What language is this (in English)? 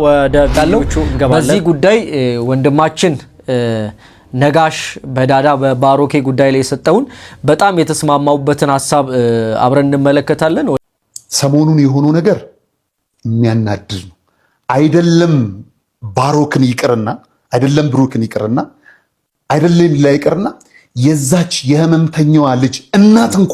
Amharic